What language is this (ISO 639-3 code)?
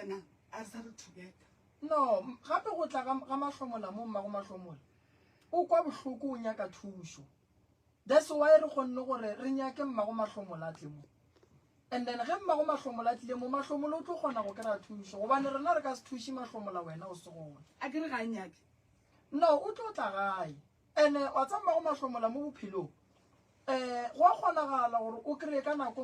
nso